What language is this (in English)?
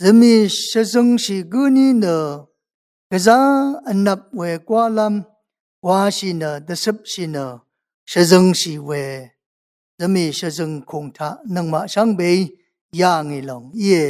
Rawang